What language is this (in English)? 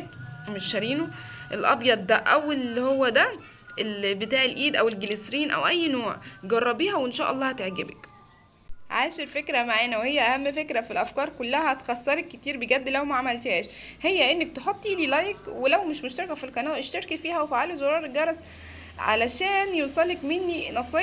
Egyptian Arabic